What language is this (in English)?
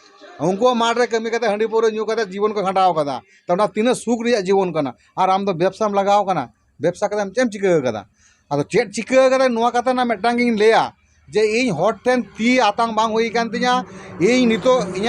Santali